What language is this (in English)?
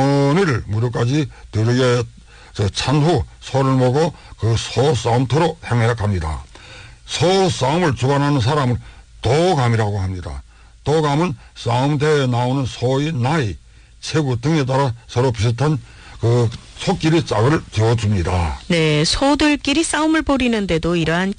Korean